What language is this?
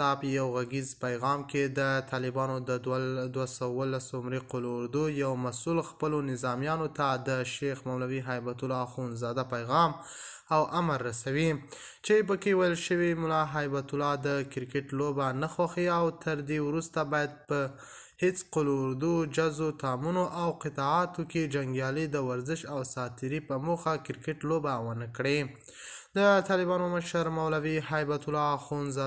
Pashto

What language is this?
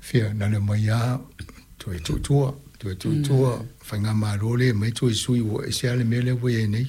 Samoan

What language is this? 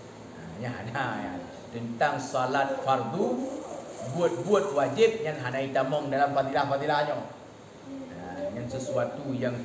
Achinese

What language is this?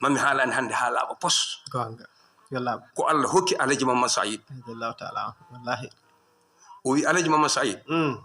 Fula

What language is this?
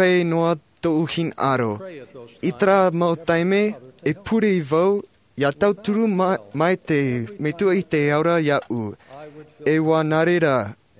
Tahitian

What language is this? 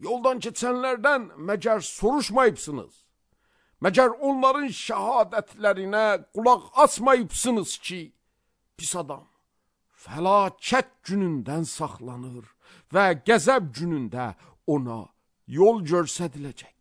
Azerbaijani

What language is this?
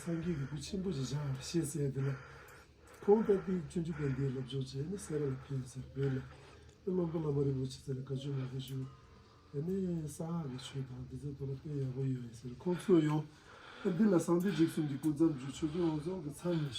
Tibetan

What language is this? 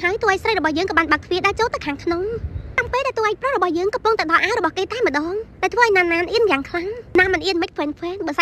Khmer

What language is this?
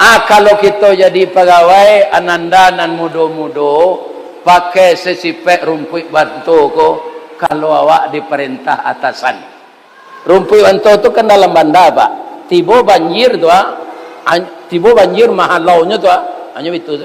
Minangkabau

